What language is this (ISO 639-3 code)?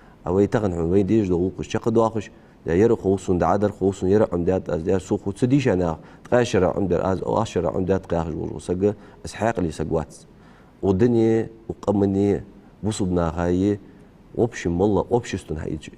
inh